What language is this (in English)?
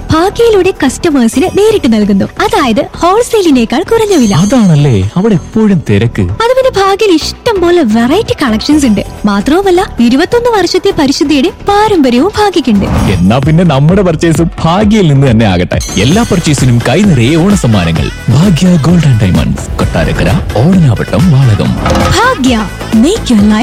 Malayalam